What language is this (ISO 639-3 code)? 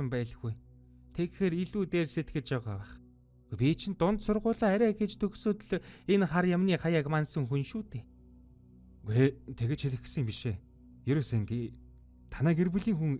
mon